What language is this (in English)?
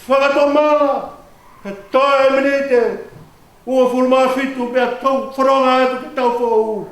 Tongan